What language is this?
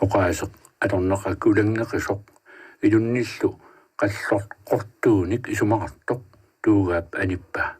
Kalaallisut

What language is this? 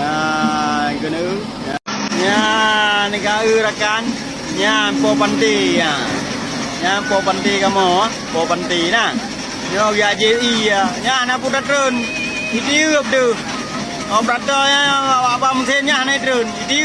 Achinese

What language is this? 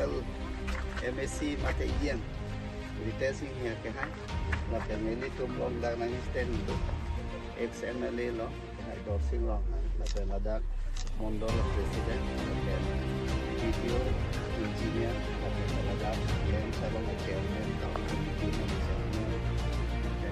Karbi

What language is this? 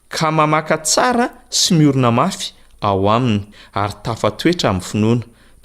Malagasy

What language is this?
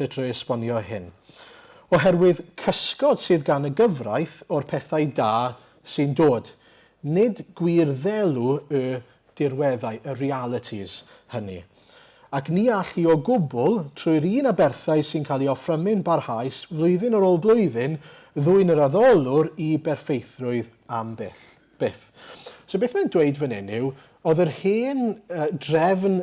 Welsh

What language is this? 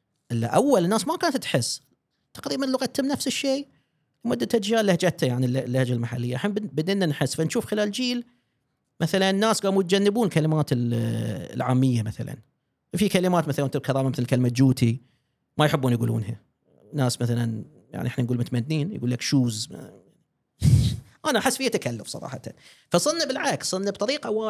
Gulf Arabic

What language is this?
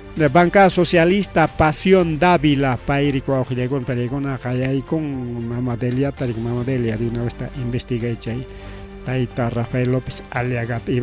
Ayacucho Quechua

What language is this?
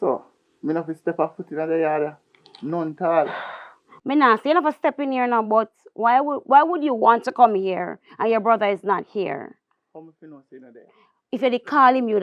Jamaican Creole English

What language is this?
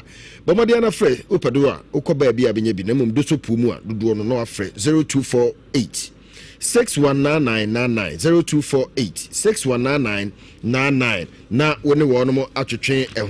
Akan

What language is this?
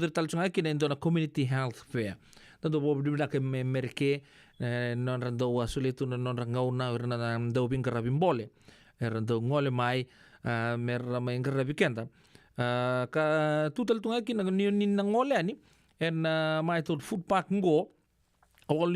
Fijian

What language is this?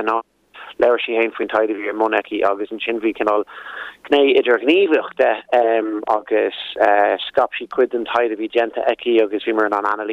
Irish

